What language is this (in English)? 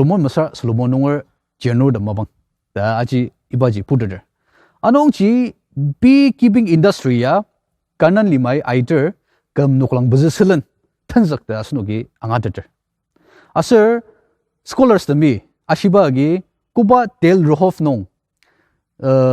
Ao Naga